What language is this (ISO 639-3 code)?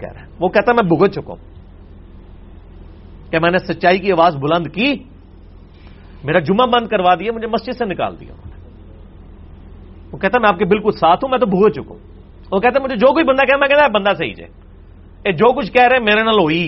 urd